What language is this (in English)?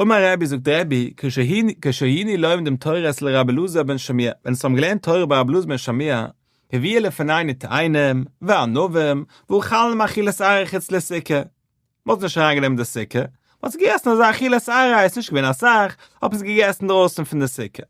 Yiddish